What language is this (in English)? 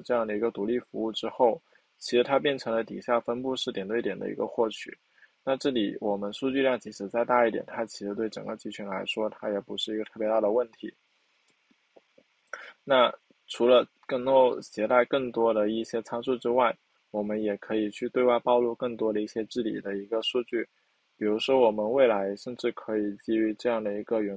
Chinese